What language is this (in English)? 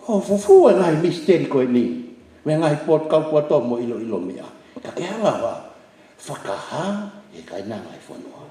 Tongan